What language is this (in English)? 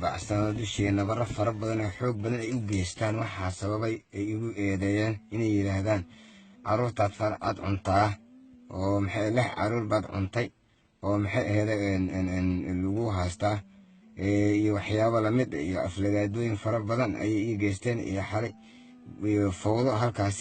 Somali